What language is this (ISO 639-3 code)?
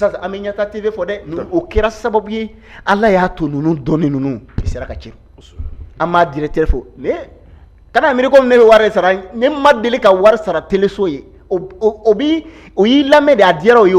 bam